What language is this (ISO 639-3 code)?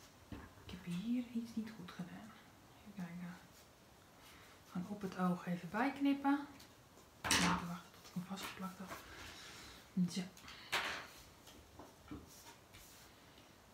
nld